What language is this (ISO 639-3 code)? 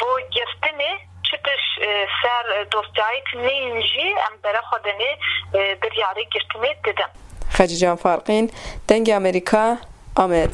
kur